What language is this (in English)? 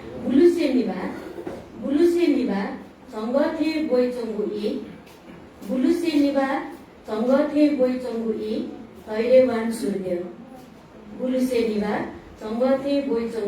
Newari